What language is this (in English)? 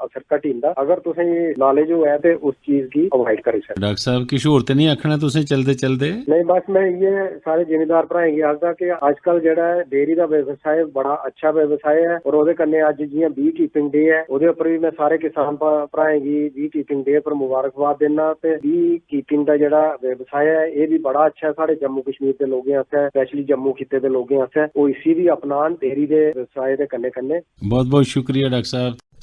Dogri